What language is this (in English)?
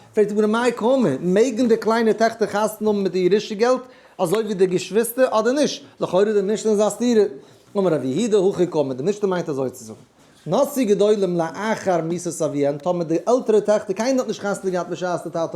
Yiddish